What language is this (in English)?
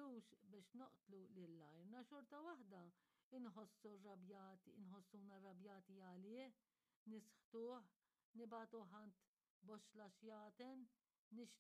Maltese